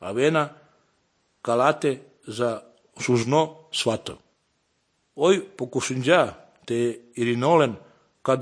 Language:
Serbian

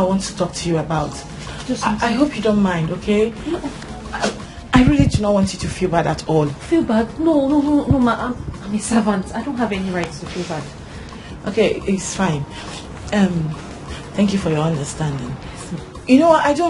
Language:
Nigerian Pidgin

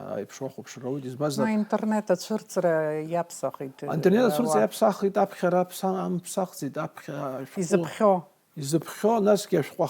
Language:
Abkhazian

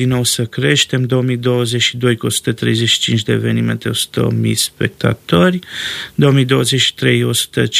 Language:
Romanian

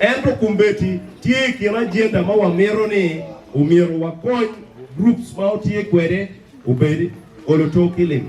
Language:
Acoli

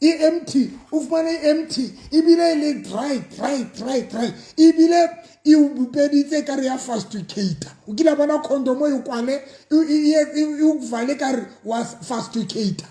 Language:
Southern Sotho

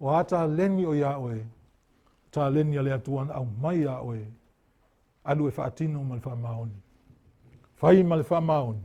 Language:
Samoan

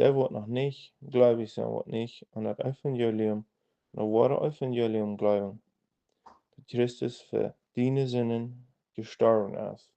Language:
Plautdietsch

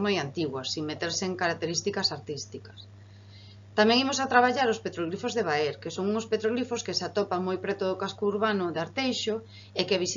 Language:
Galician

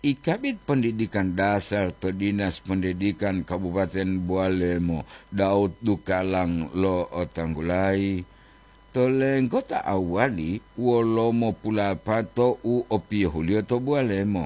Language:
Gorontalo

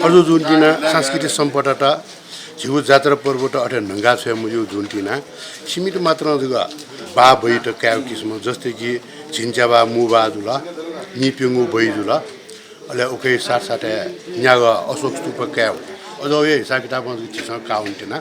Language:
Newari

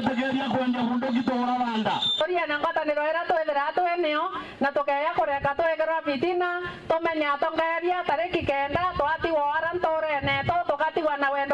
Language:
Meru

